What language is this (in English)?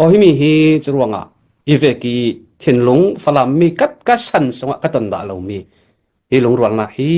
Hakha Chin